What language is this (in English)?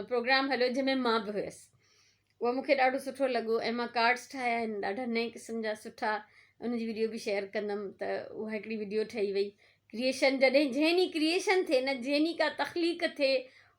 Sindhi